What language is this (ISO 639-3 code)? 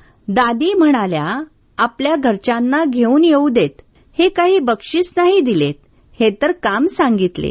mar